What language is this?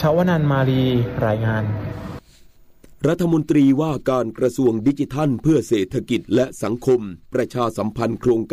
Thai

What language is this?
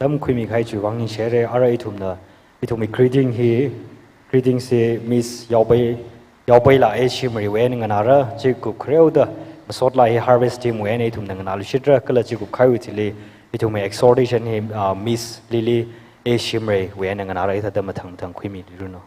Tangkhul Naga (India)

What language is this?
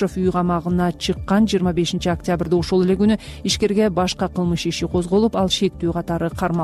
Kyrgyz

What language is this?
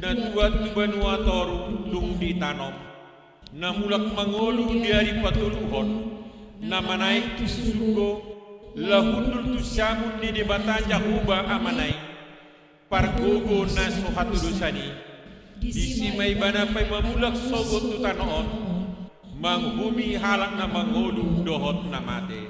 Batak Toba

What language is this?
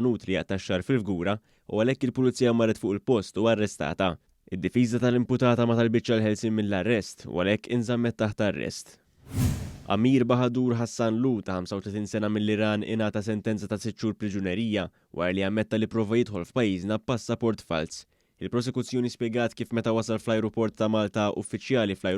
Maltese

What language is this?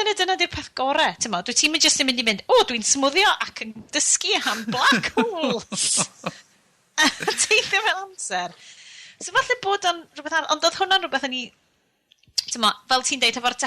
Welsh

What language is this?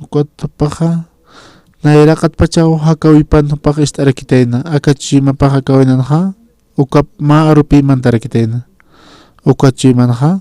Aymara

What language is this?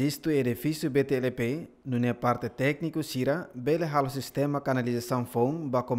Tetum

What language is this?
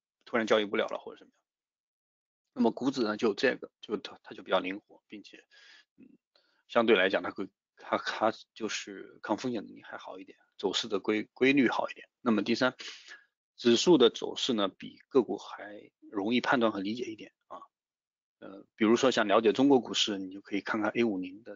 Chinese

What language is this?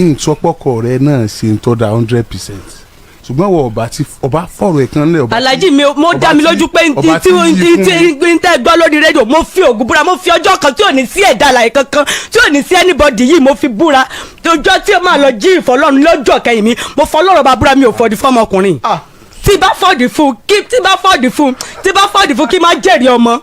Yoruba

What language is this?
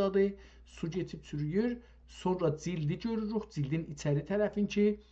South Azerbaijani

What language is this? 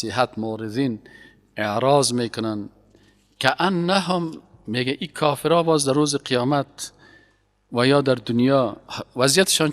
Persian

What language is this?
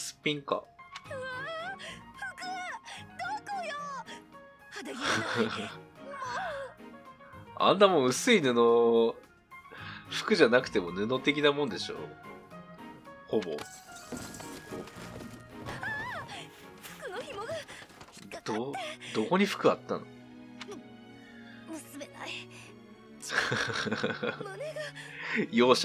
Japanese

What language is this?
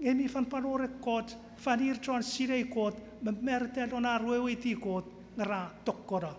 Chuukese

